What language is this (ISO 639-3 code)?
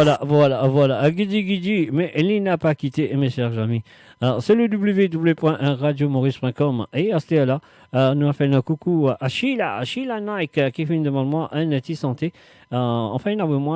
mfe